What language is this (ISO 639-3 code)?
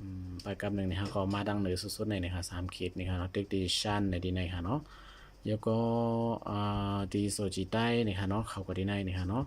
shn